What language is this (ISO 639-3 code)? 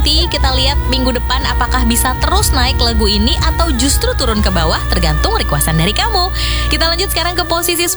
ind